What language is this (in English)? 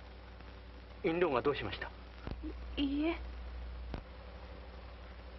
Japanese